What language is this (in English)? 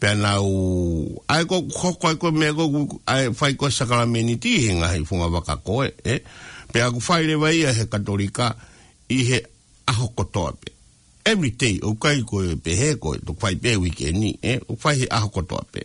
Tongan